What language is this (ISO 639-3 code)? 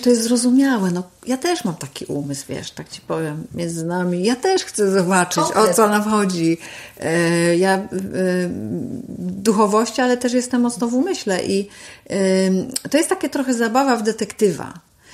pol